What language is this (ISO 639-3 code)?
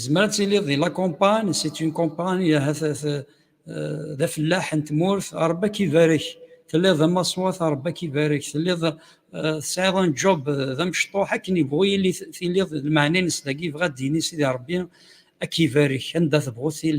kab